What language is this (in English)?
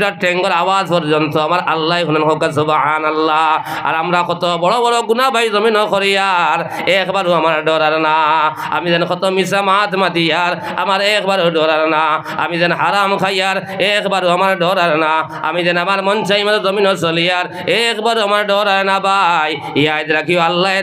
Sylheti